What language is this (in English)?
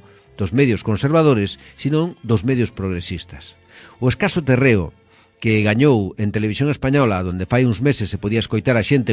Galician